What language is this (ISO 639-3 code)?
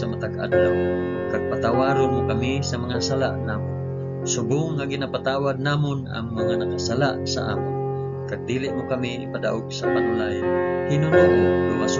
hil